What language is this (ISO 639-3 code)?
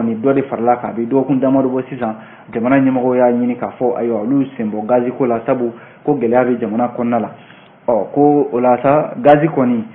bam